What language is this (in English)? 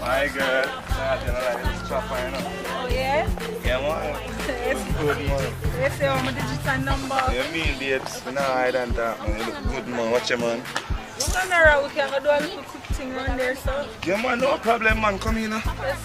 Jamaican Creole English